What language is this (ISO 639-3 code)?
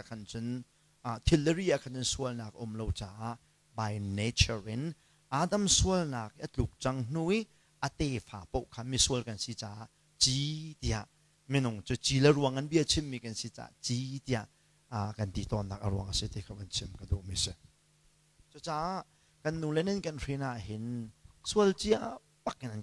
cnh